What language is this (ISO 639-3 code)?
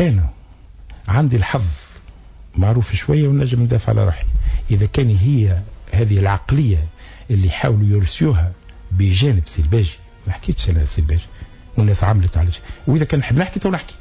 aeb